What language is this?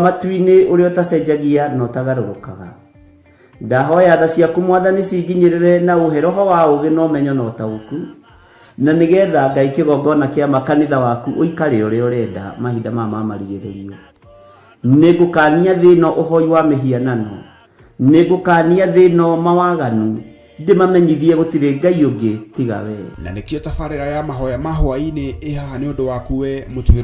Kikuyu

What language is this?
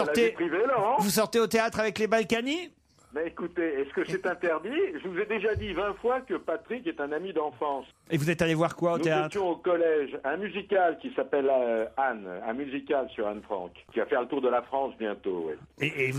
French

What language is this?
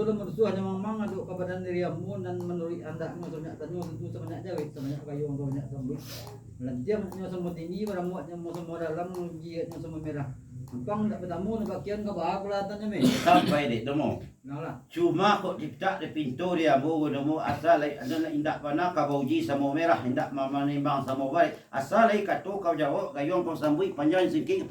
Minangkabau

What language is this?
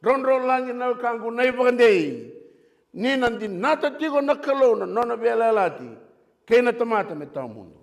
Fijian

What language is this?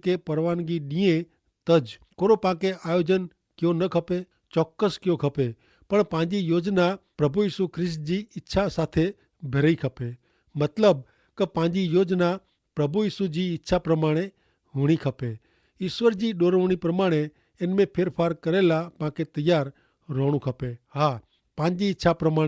Kachhi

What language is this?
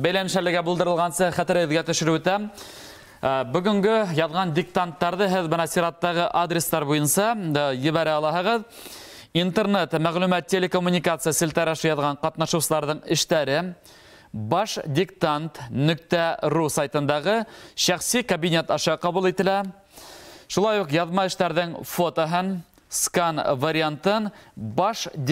Bashkir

